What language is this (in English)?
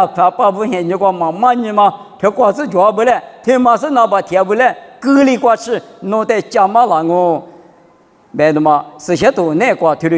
Lisu